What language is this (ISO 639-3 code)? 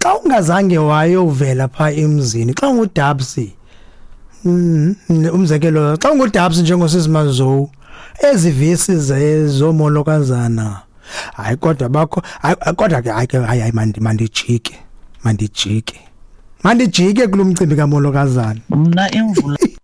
xho